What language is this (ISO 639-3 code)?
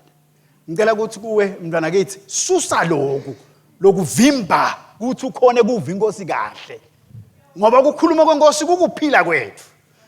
ssw